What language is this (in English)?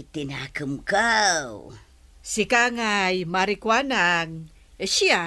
Iloko